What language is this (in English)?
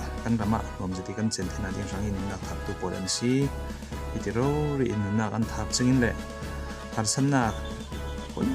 Falam Chin